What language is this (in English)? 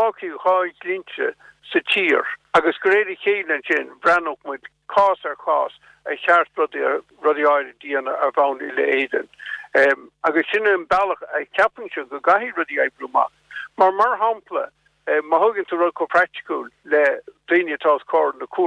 Irish